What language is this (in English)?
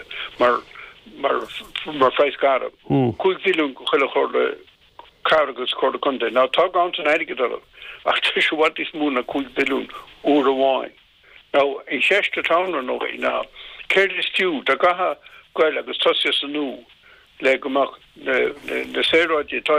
Irish